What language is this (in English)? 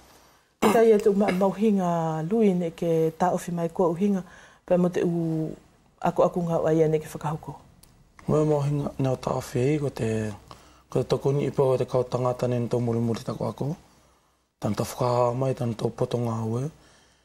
Wallisian